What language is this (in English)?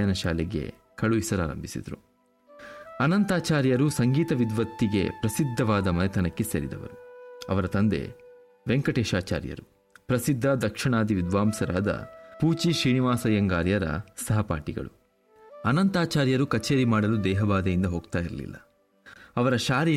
Kannada